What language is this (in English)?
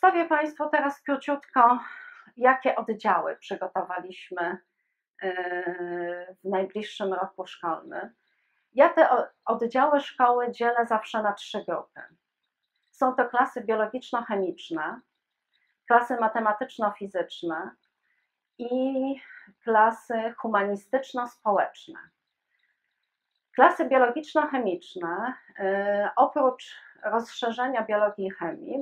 Polish